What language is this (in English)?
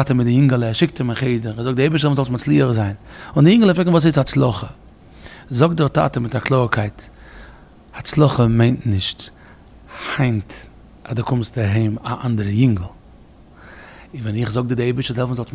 Yiddish